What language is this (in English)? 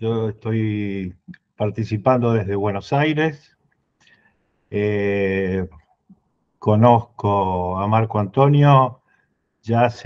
Spanish